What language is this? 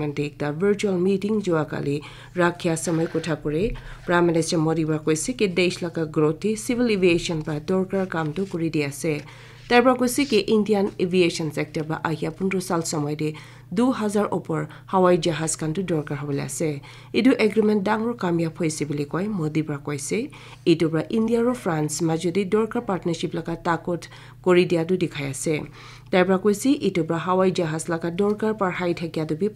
Naga Pidgin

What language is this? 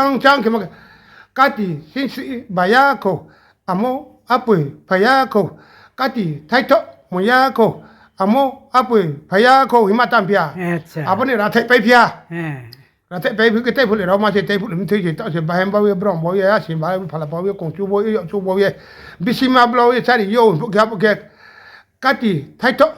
Riang (India)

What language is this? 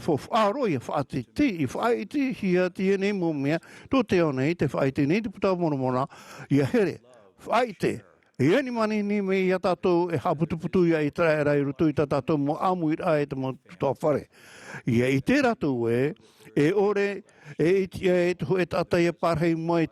Tahitian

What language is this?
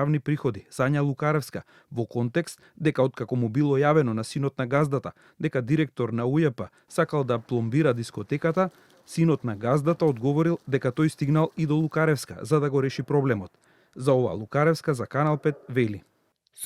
Macedonian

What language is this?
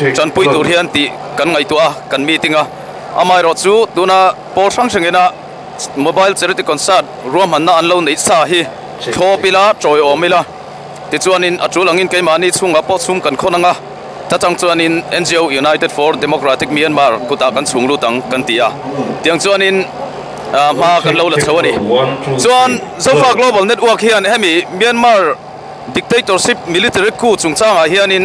Mizo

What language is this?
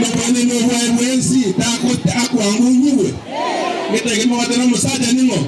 Gusii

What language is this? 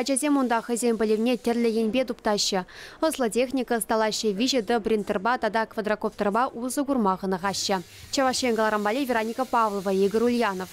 Chuvash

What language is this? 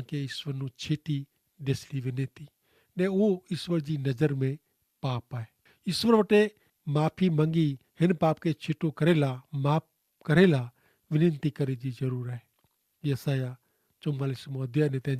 Kachhi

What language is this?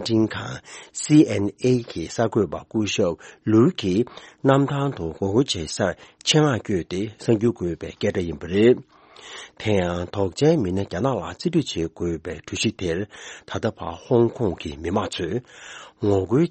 Tibetan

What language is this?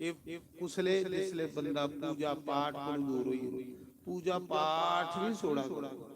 Dogri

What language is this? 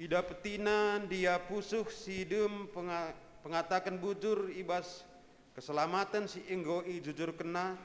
Batak Karo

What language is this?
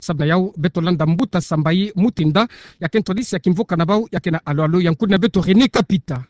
Kituba (Democratic Republic of Congo)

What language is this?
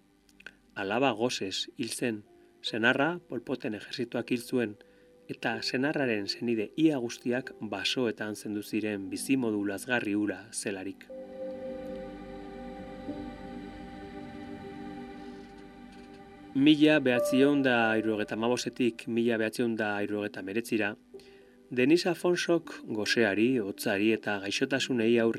Basque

